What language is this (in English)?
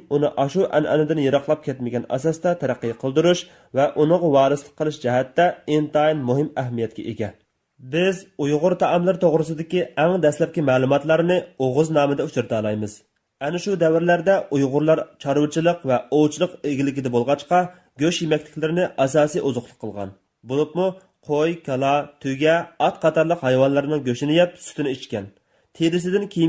Uyghur